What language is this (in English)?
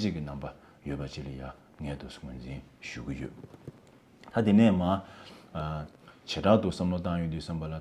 Tibetan